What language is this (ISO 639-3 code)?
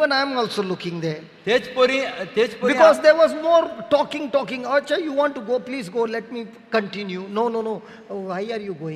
kok